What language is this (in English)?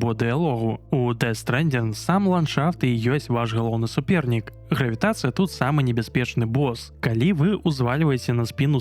Belarusian